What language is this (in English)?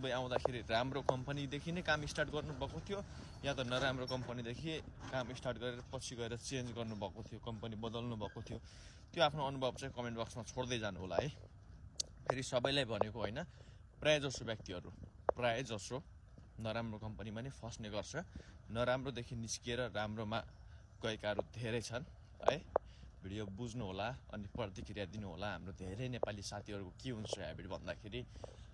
Nepali